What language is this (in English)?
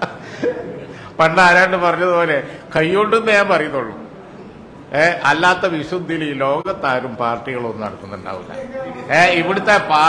Malayalam